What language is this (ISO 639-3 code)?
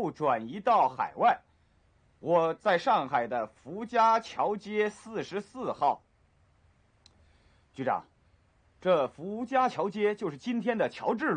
zho